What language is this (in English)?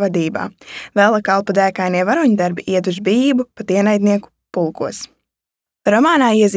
Latvian